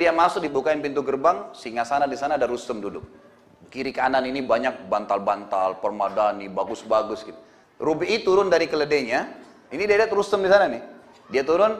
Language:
Indonesian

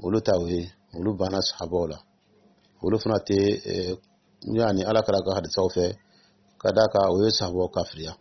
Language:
Dyula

